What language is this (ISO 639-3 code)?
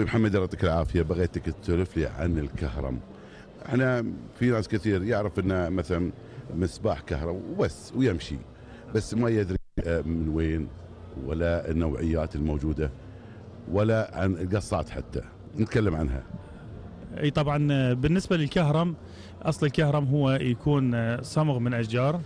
afb